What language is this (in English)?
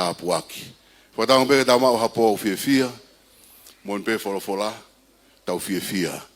Tongan